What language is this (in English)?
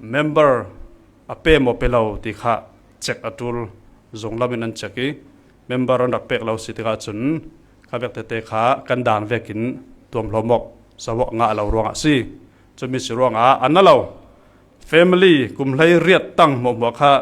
Falam Chin